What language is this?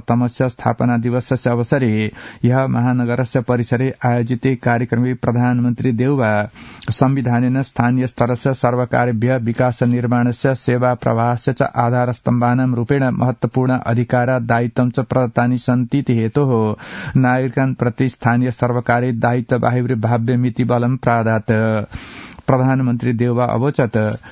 Sanskrit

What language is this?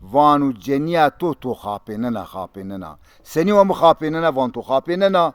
Zaza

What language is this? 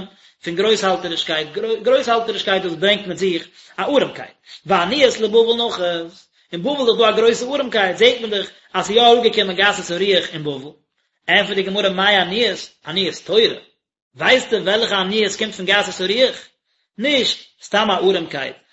Yiddish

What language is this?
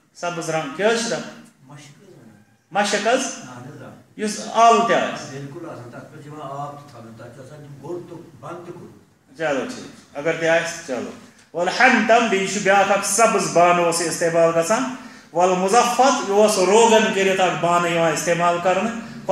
Kashmiri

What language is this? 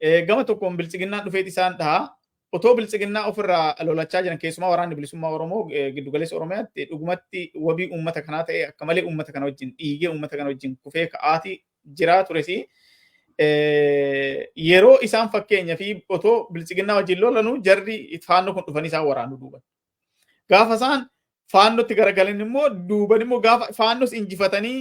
Oromo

